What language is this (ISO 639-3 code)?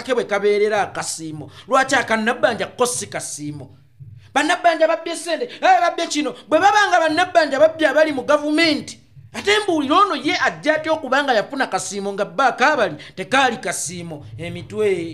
lug